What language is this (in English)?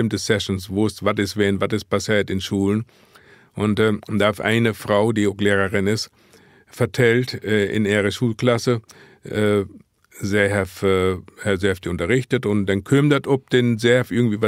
Low German